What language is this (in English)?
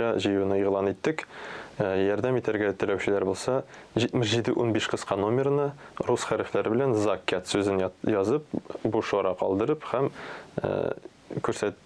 Tatar